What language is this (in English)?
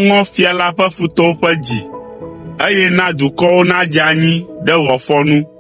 Ewe